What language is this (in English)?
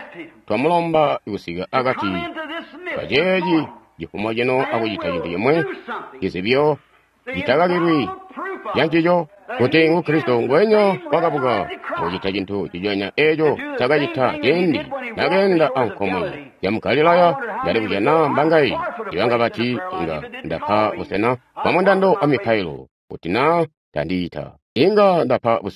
Tonga (Zambia)